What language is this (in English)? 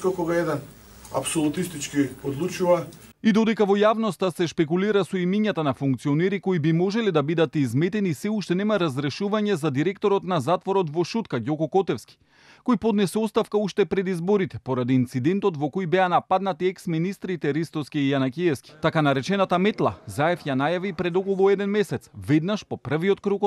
Macedonian